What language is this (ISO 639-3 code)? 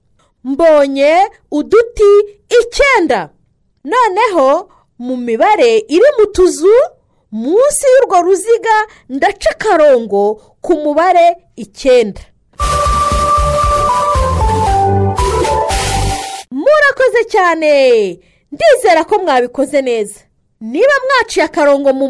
kin